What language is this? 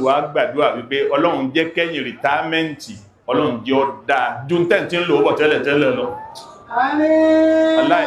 Yoruba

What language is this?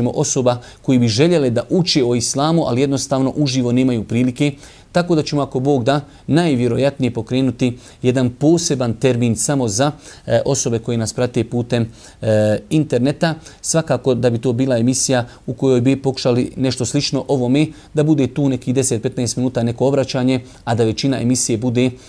Bosnian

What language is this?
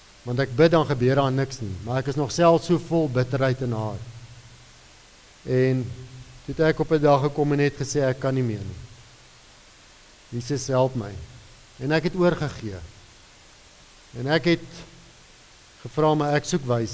Afrikaans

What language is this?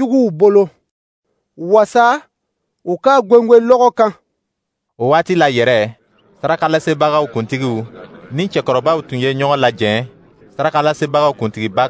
Dyula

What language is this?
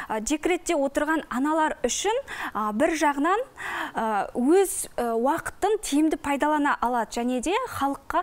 Kazakh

